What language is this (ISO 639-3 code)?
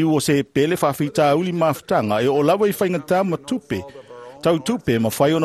smo